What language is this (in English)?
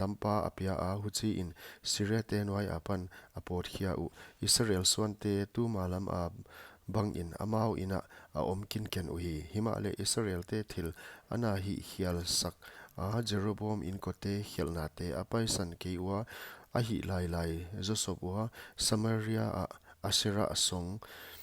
Paite Chin